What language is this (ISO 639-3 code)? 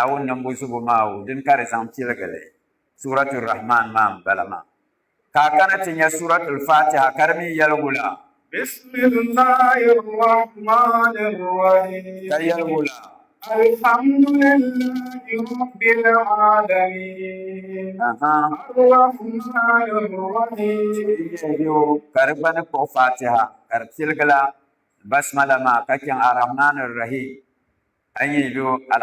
dag